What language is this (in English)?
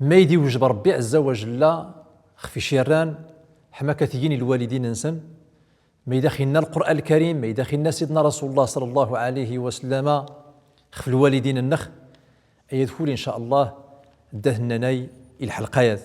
Central Atlas Tamazight